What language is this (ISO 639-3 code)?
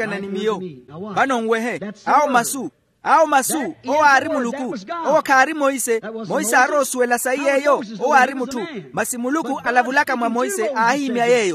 vmw